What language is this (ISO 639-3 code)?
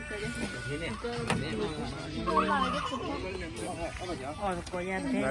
ksw